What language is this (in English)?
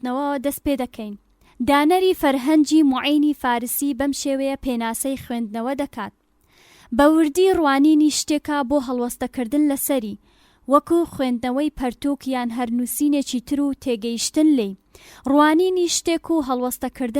Central Kurdish